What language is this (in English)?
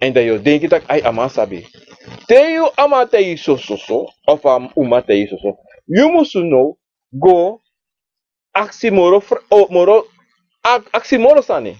Sranan Tongo